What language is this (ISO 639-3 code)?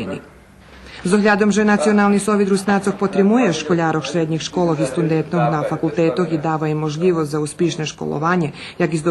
rue